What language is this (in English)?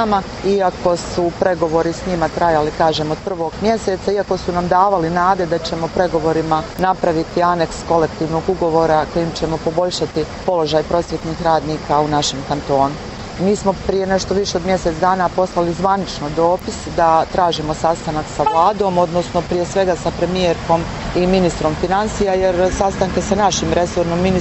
Bosnian